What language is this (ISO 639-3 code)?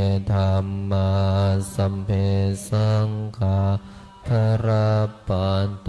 pli